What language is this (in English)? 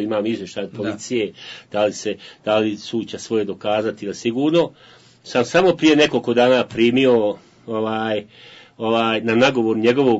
Bosnian